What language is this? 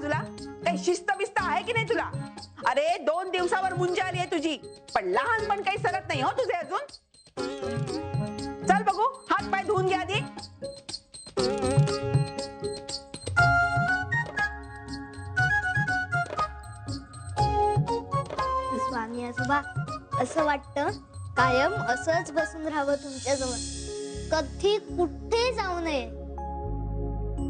Marathi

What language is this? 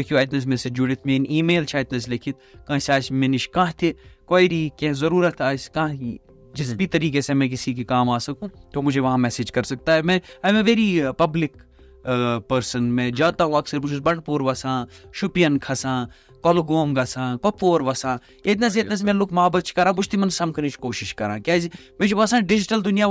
Kashmiri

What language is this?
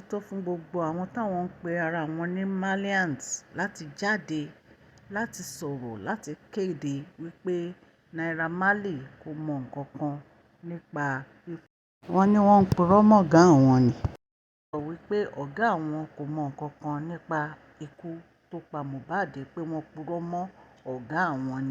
Yoruba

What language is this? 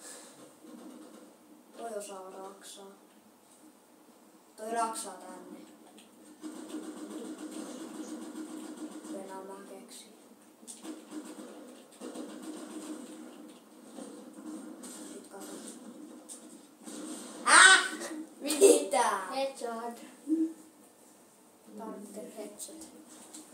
Finnish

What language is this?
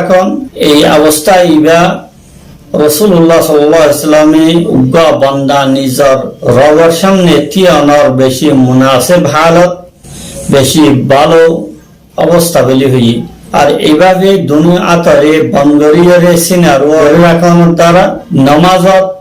Rohingya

